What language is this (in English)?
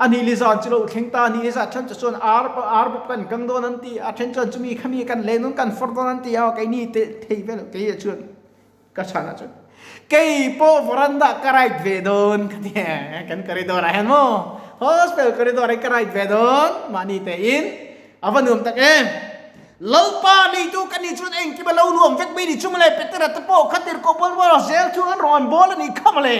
Mizo